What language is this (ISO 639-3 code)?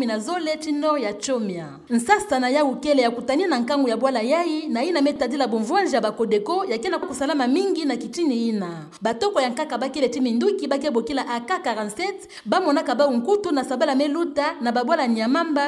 ktu